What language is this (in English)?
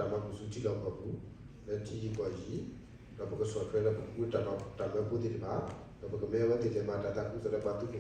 S'gaw Karen